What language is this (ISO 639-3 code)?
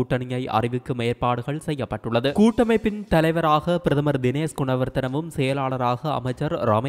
tam